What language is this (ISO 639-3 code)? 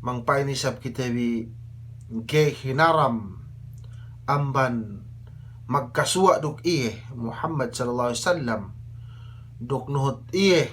yka